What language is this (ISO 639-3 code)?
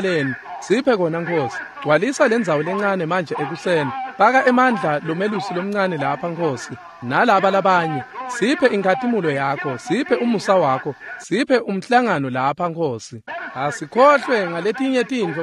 ssw